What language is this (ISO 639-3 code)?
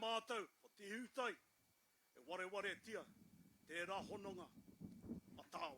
mri